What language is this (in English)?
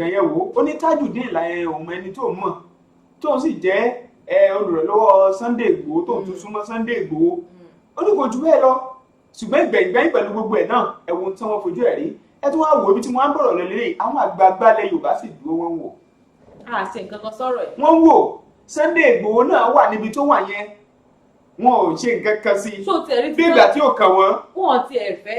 Yoruba